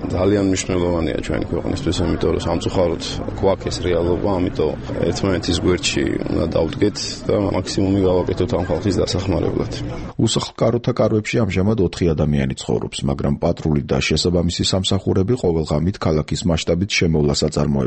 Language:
Georgian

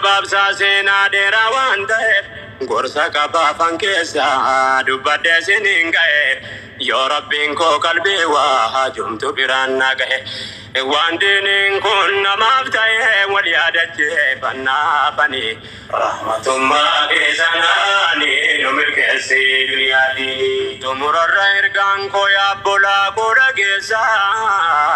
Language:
Oromo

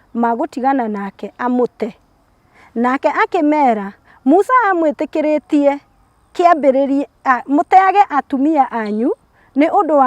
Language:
Kikuyu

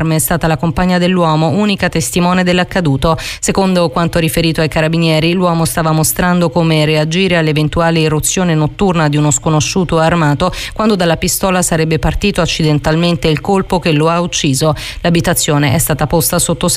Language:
Italian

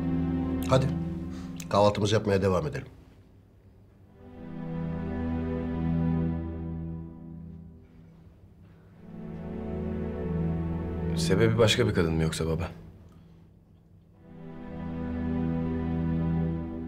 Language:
Turkish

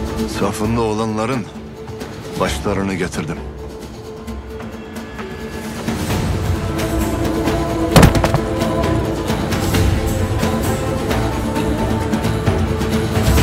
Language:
Turkish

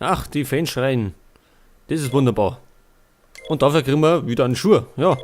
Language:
Bavarian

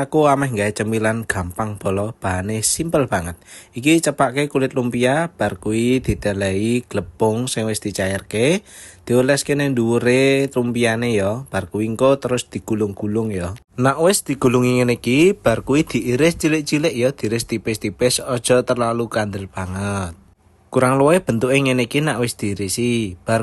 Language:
Javanese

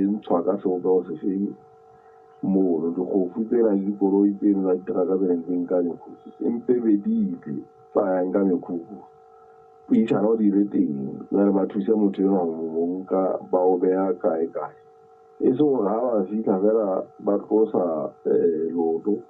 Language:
Southern Sotho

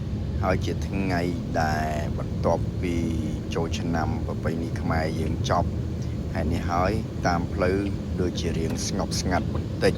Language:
Khmer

